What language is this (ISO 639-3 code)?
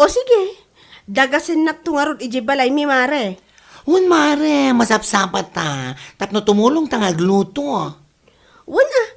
ilo